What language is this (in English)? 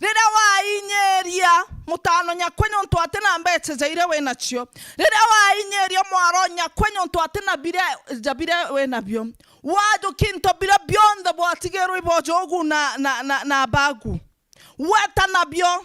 Meru